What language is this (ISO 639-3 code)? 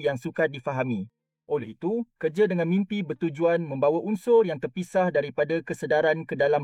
msa